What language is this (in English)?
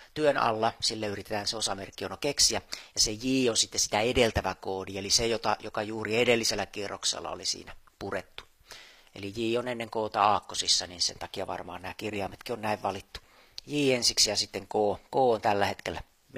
Finnish